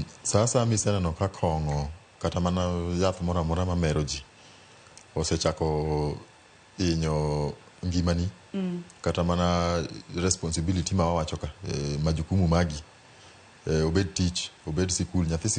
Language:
Luo (Kenya and Tanzania)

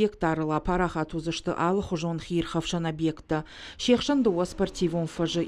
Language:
Ossetic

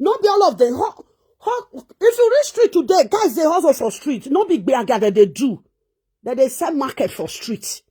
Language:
Nigerian Pidgin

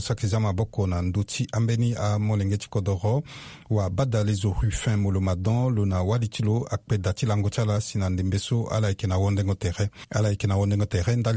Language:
Sango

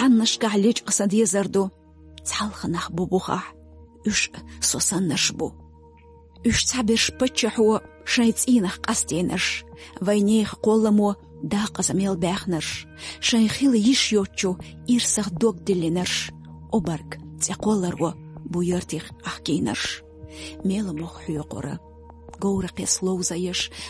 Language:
Chechen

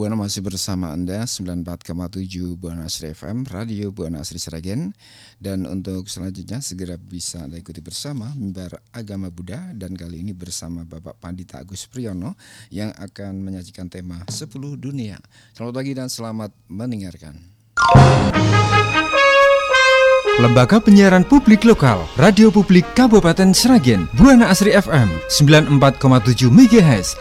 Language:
Indonesian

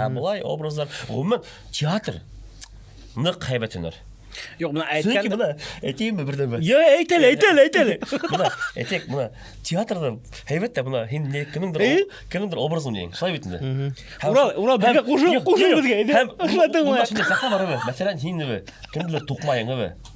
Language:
Bashkir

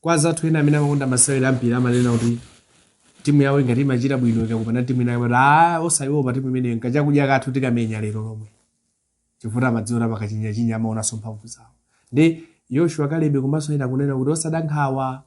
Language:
Nyanja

